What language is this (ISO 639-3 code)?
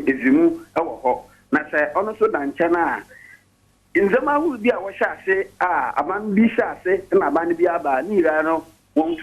aka